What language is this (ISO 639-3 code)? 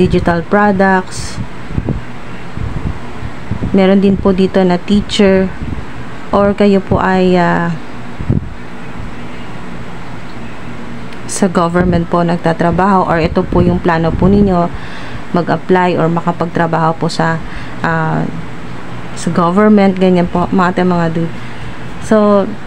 fil